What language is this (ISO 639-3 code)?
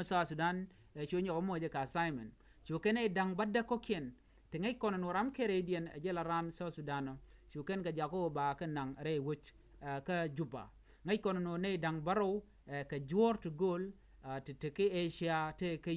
nus